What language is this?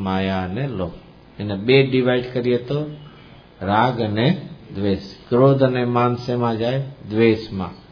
Gujarati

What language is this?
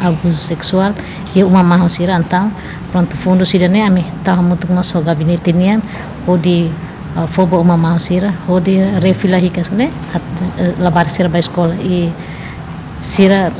Tetum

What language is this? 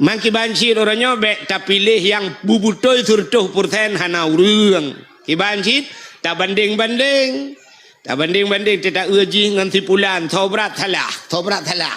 Achinese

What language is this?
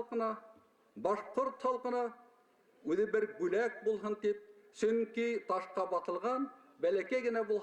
Bashkir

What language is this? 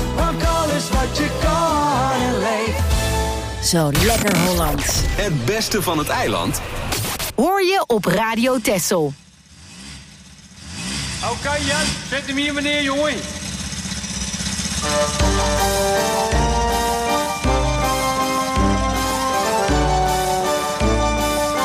Dutch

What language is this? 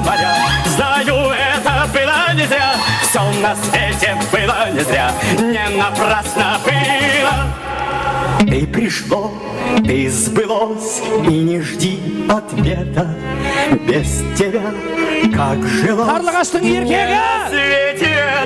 Kara-Kalpak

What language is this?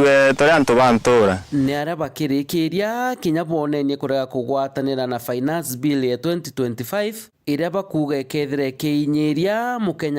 Meru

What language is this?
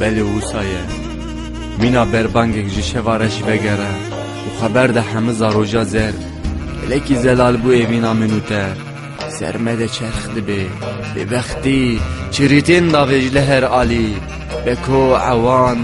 Kurdish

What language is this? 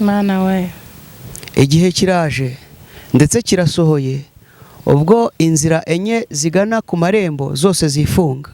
Kinyarwanda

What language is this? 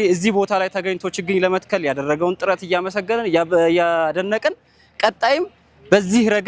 Amharic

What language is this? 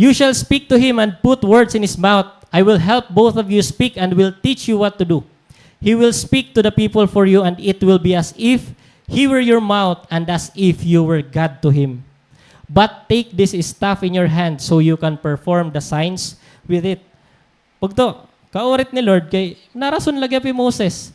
Waray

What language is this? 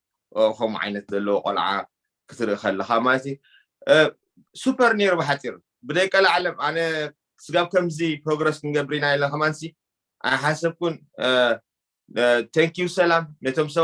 Tigrinya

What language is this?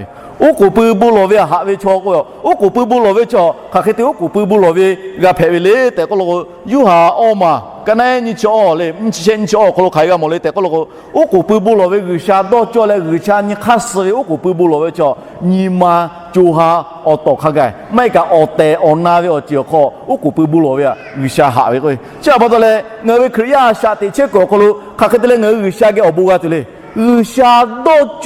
Lahu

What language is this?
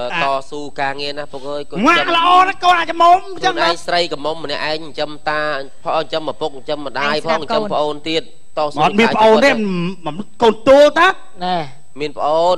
Khmer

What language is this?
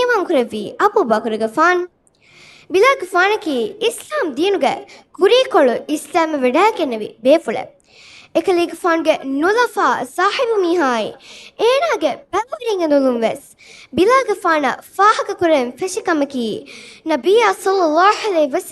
Divehi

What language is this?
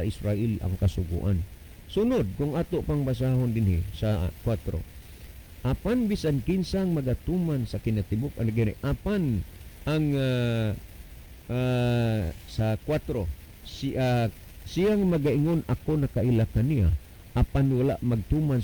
Cebuano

